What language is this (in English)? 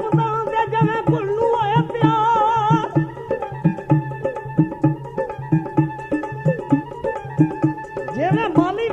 Punjabi